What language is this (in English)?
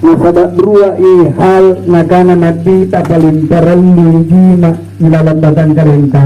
Makasar